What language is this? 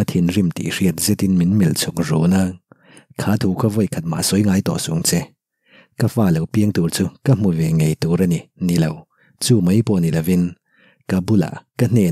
Mizo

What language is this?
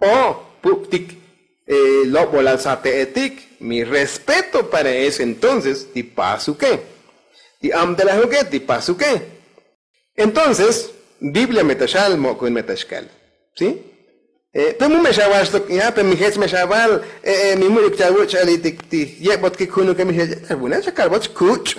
Tzotzil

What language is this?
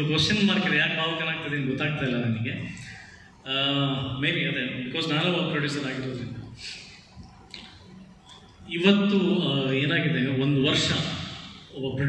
Kannada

